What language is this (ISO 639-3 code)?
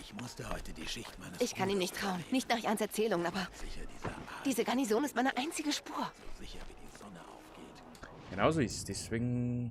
bar